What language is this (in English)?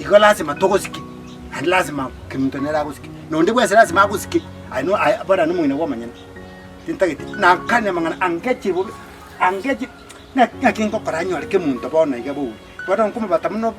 Gusii